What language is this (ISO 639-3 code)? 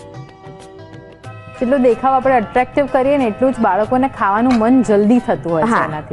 guj